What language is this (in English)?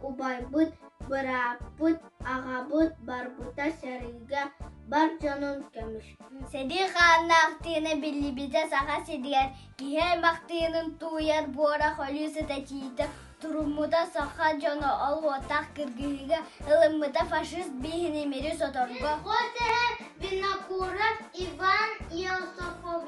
Yakut